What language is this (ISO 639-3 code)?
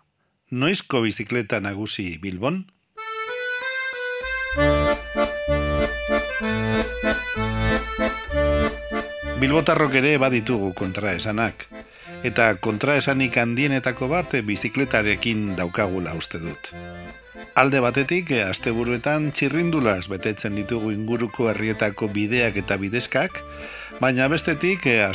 eus